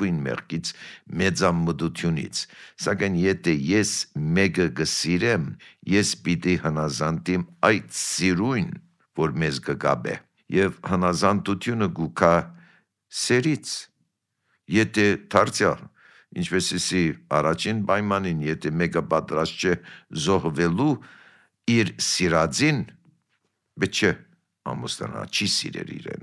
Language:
Armenian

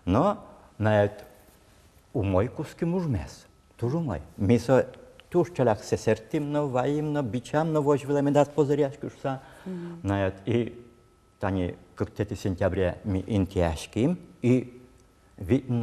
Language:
Udmurt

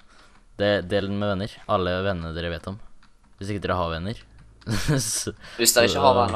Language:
Norwegian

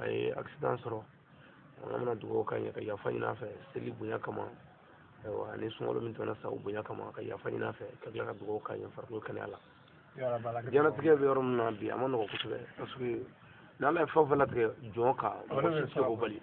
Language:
Bambara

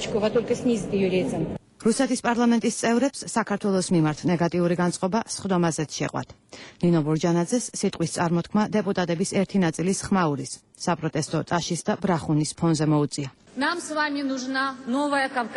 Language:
Georgian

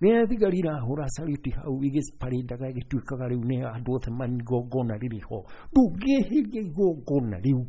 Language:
Kikuyu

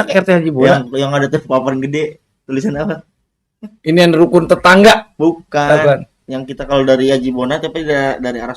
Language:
Betawi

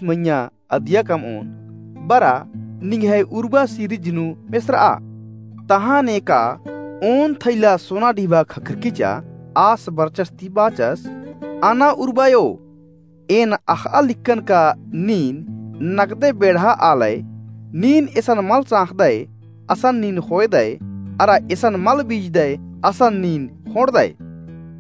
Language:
Kurukh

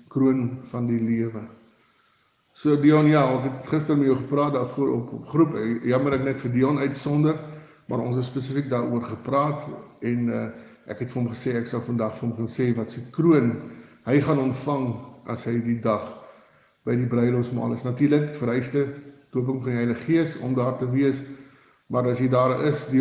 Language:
Afrikaans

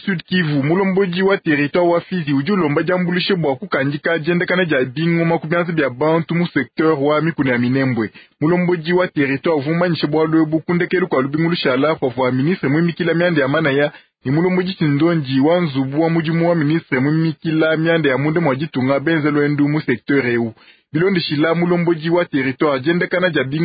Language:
Luba-Lulua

